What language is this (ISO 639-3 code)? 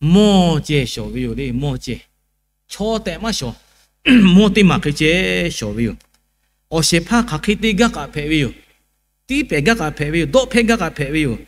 lhu